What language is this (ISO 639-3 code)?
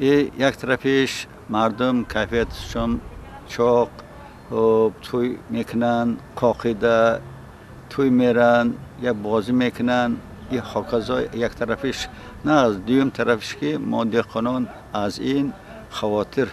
tgk